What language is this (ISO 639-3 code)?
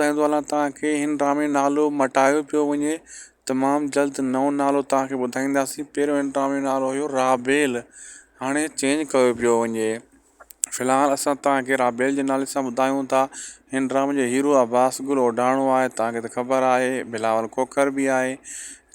snd